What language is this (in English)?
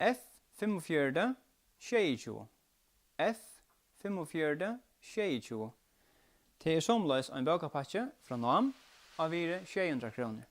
Faroese